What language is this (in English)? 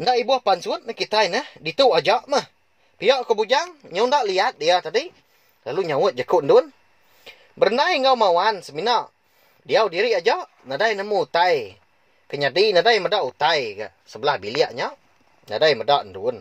Iban